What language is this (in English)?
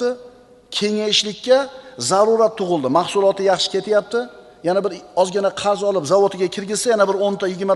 Uzbek